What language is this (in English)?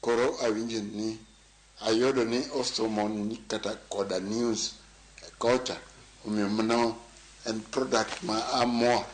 Luo (Kenya and Tanzania)